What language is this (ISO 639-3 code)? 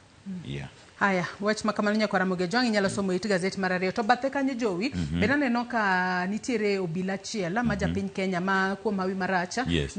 luo